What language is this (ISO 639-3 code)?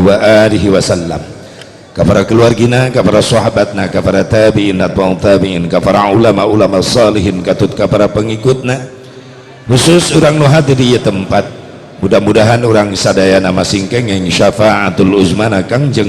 sun